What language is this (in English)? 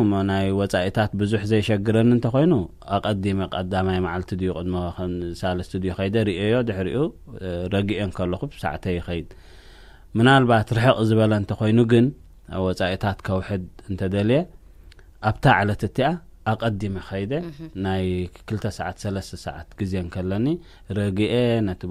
Tigrinya